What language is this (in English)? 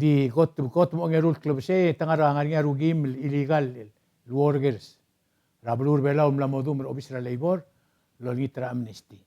Palauan